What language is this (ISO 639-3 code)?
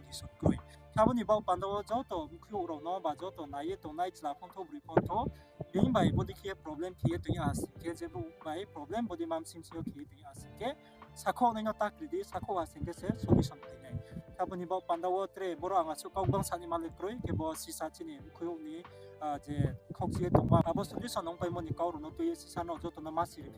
ria